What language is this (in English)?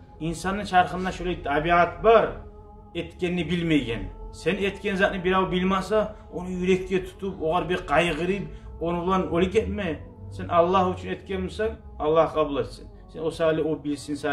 Kumyk